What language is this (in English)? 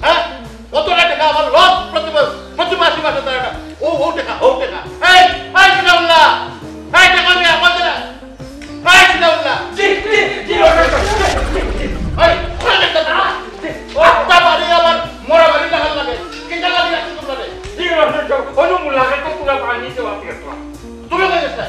Sylheti